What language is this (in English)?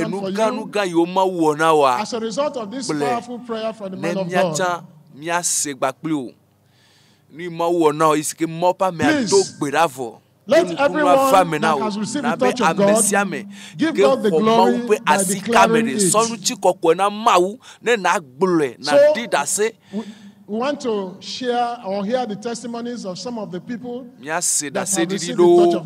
Ewe